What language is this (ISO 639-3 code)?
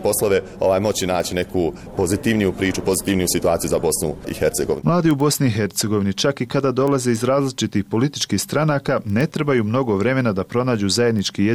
bos